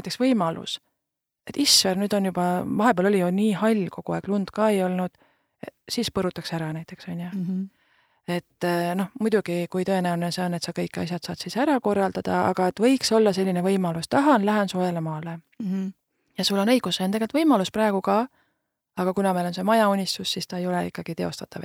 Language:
Estonian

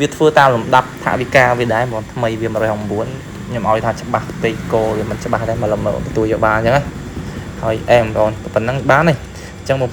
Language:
Khmer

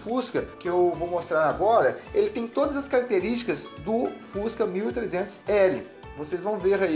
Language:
Portuguese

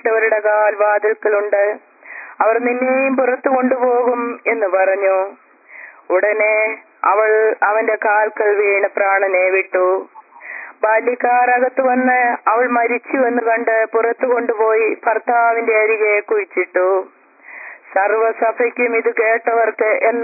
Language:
Malayalam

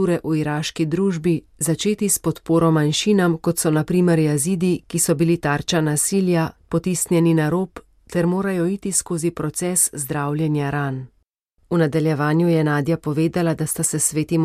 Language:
Slovenian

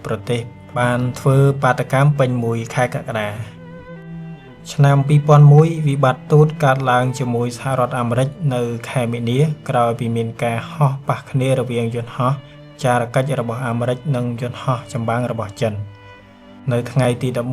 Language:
Khmer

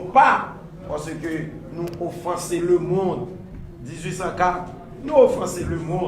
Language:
Haitian Creole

